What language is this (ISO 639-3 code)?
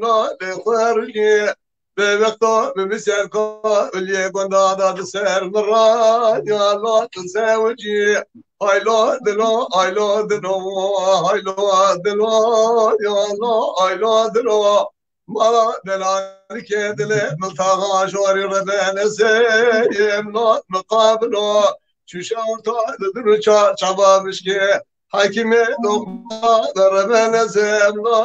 kur